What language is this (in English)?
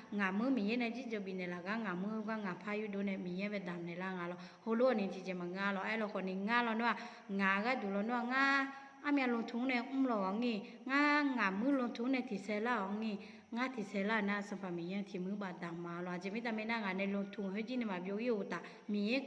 Akha